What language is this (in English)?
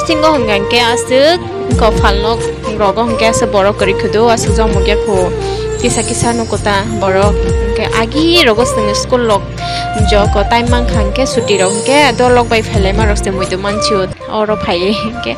Kok Borok